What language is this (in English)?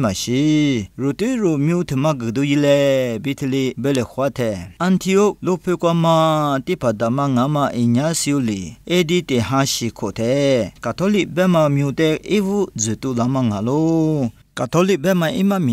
Lisu